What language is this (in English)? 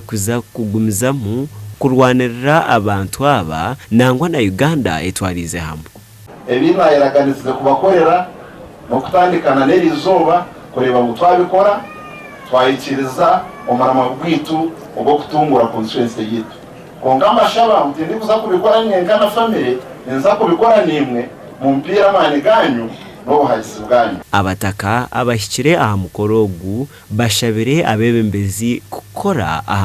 Nyankole